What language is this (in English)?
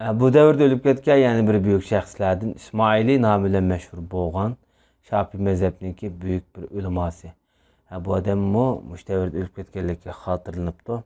Uyghur